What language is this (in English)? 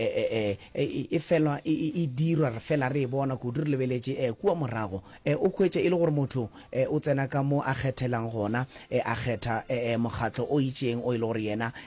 Northern Sotho